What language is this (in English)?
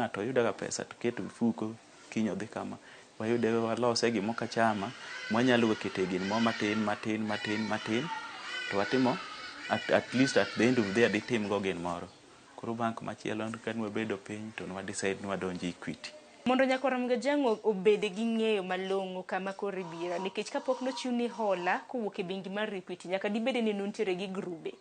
Luo (Kenya and Tanzania)